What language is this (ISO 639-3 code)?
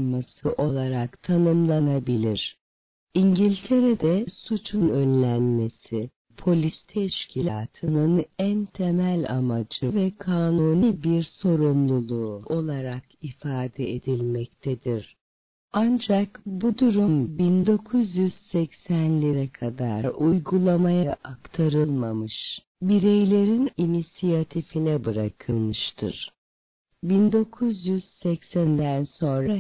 tur